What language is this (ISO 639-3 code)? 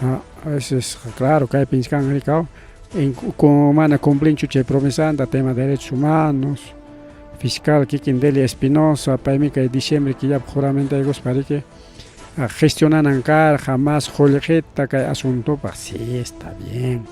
quy